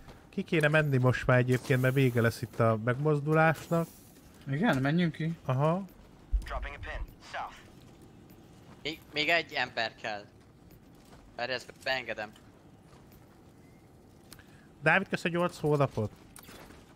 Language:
Hungarian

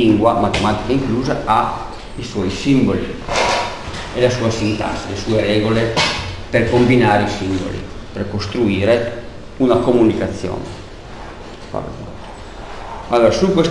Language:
Italian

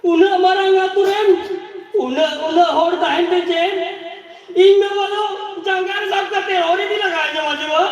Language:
Santali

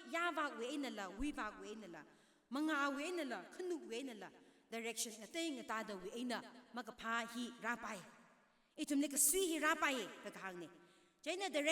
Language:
Tangkhul Naga (India)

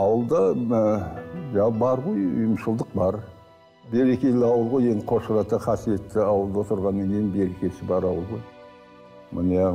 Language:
Kazakh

